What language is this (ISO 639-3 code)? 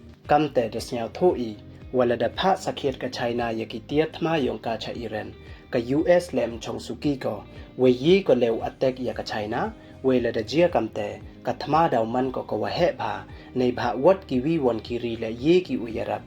pbv